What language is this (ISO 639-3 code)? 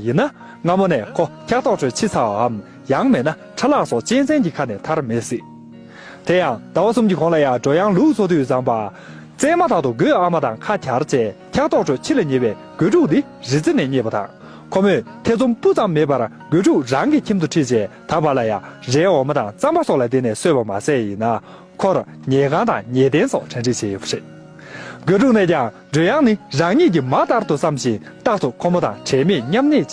bod